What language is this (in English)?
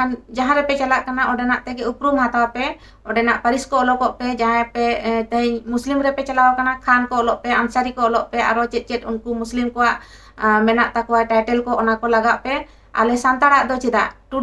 Santali